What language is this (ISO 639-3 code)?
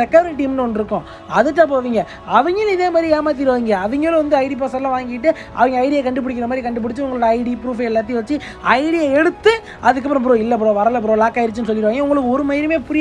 tam